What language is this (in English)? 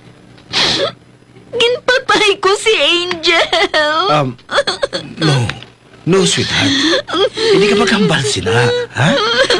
Hiligaynon